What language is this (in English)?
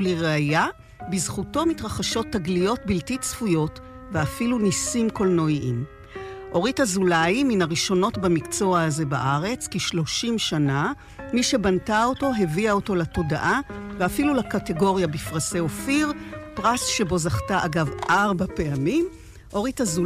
Hebrew